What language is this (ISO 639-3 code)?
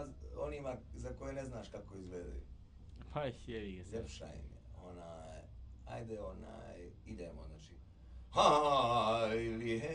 bos